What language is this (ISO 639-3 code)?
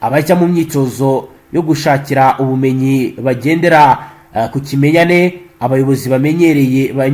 kin